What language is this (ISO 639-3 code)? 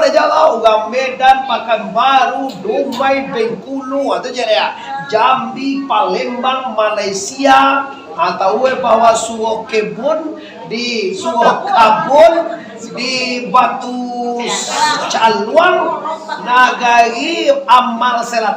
min